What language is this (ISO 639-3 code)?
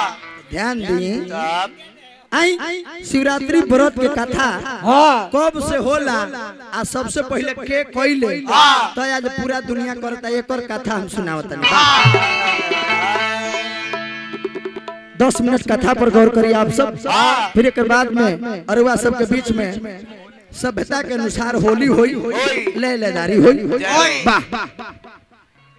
bho